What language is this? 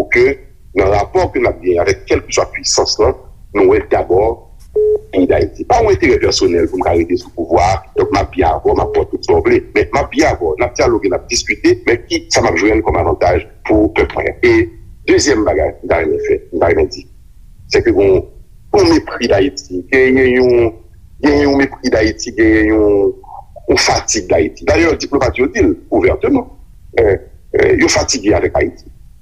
Haitian Creole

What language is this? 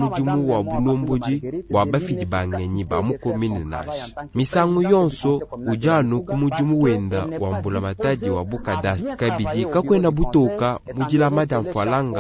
Luba-Lulua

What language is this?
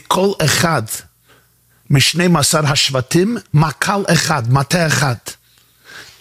Hebrew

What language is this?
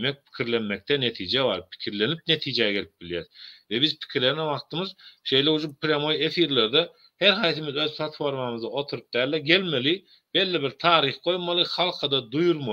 Turkmen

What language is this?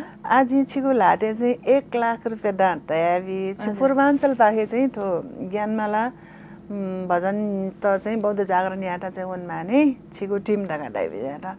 Newari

